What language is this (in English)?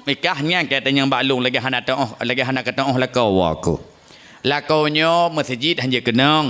Achinese